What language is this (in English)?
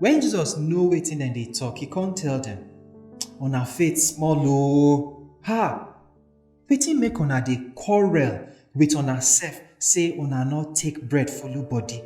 Nigerian Pidgin